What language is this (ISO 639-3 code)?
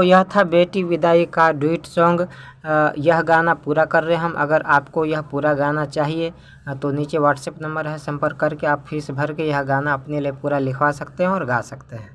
mai